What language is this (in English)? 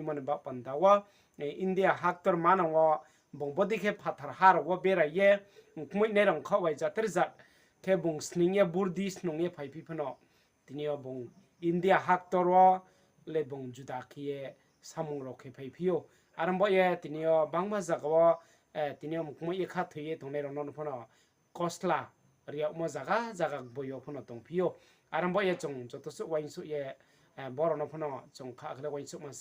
Riang (India)